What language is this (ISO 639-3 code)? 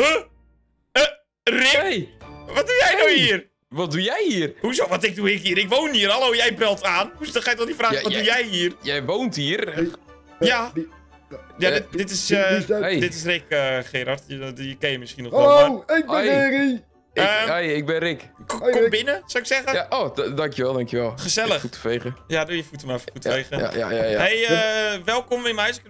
nld